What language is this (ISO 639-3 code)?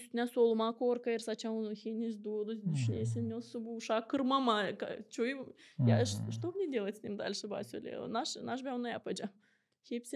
gag